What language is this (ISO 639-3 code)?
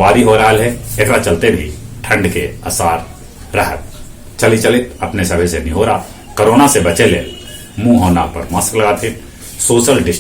mag